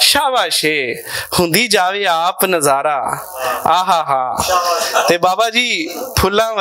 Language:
Western Panjabi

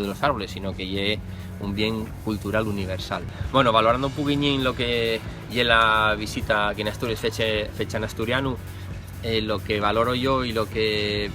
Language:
Asturian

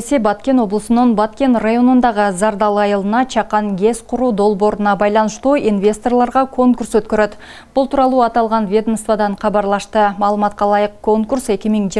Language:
Kyrgyz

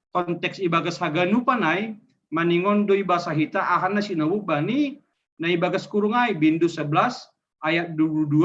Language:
Batak Simalungun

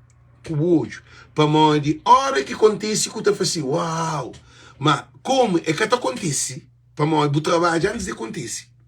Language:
Kabuverdianu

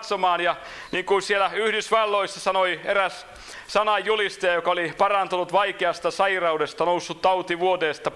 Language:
Finnish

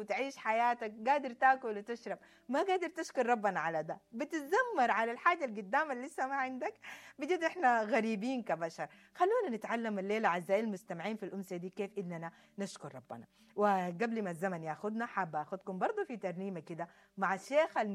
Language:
Sudanese Arabic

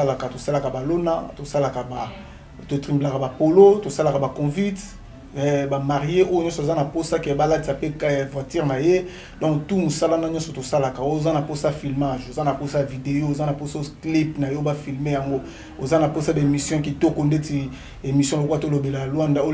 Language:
Lingala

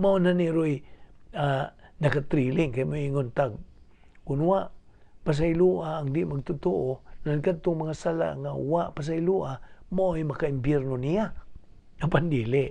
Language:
Cebuano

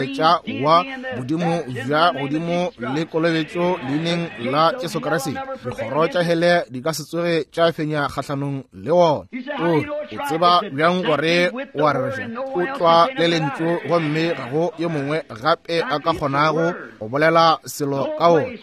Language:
Northern Sotho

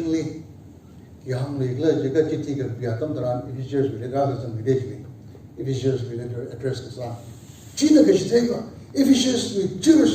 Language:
Tangkhul Naga (India)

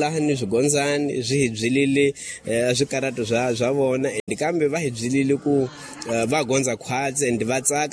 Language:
Tsonga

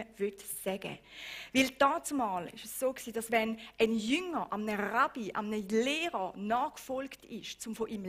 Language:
Swiss German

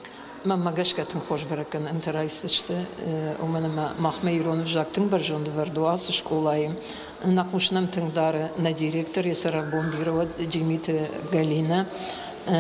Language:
Ossetic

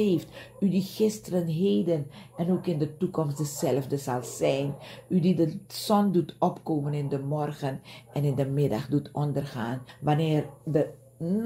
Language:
Dutch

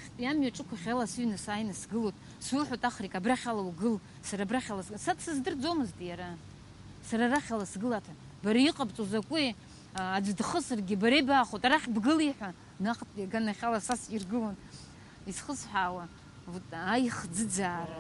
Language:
Abkhazian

